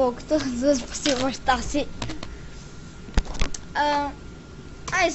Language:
Bulgarian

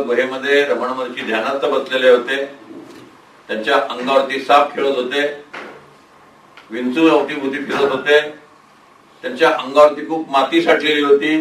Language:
Marathi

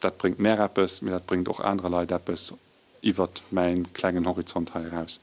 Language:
Luxembourgish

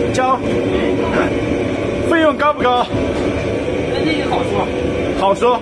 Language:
Chinese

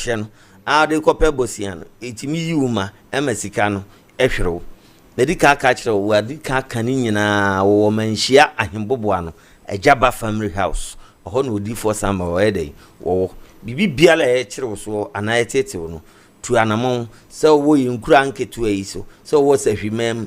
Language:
Akan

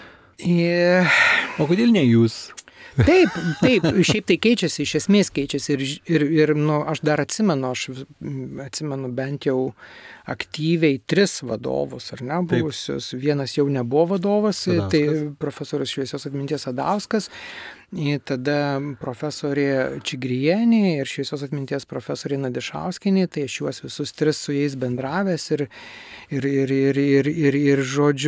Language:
Lithuanian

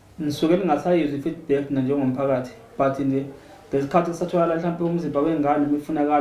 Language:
Zulu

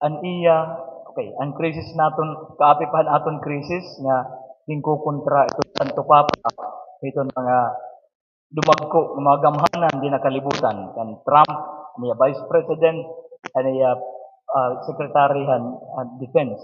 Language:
Waray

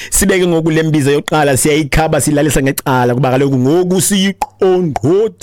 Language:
Xhosa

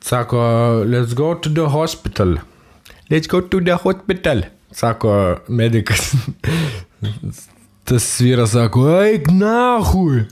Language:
Lithuanian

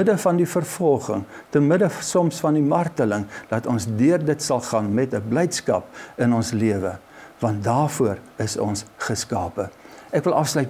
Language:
Afrikaans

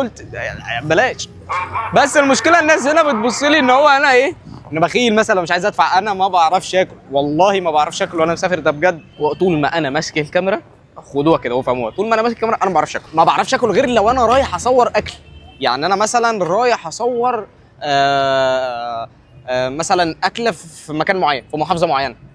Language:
Egyptian Arabic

